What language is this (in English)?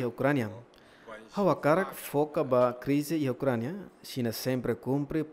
Tetum